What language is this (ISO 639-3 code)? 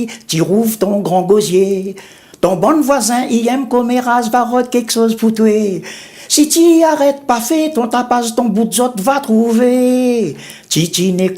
rcf